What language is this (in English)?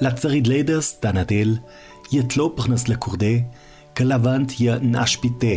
Ladin